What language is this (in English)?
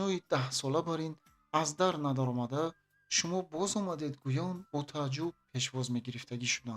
Tajik